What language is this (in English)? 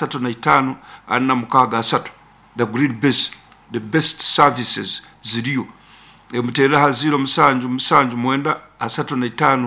Nyoro